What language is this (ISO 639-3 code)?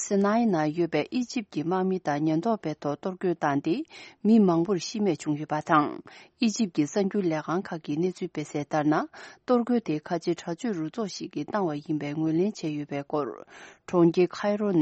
bod